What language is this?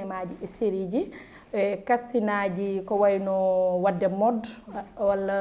Fula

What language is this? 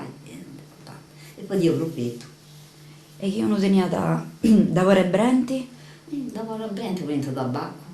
Sardinian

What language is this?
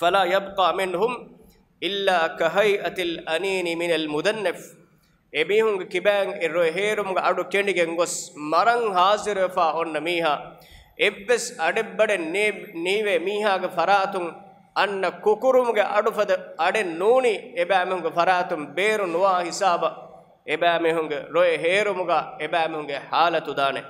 Divehi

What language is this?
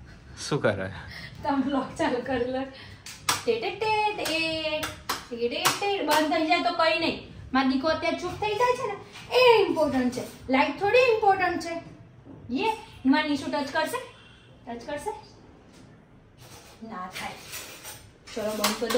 Gujarati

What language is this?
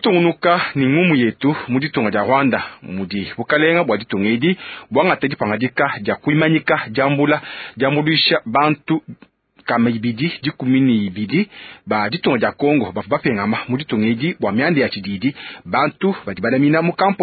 Luba-Lulua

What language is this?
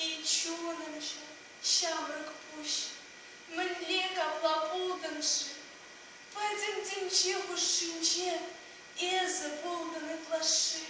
Chuvash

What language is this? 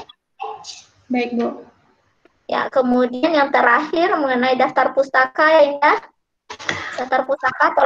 Indonesian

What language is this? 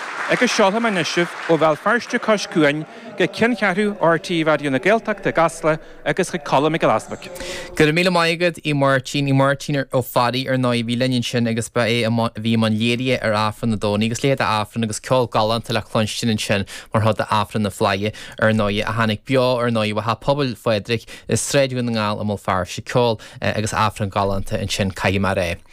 Irish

